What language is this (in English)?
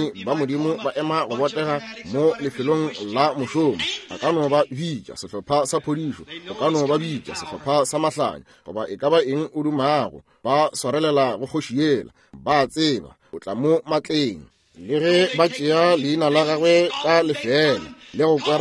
Northern Sotho